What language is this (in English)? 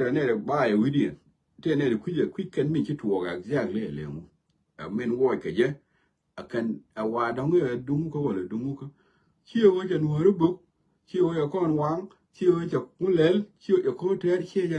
Nuer